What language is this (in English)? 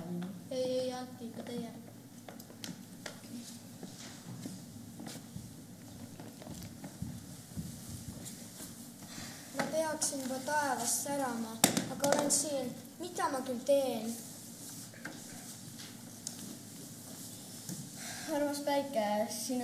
Estonian